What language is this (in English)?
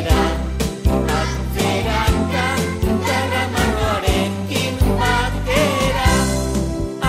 Basque